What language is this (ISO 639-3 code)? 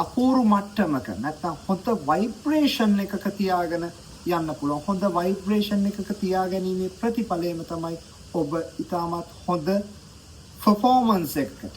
sin